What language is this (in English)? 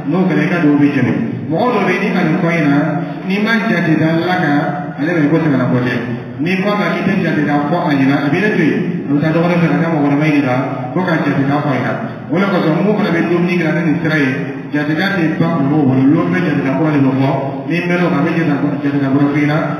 Dyula